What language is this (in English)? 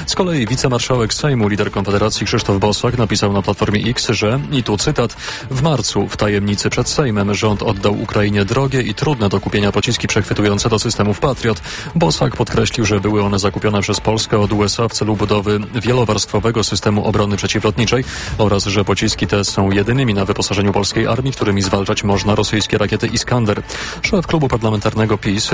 Polish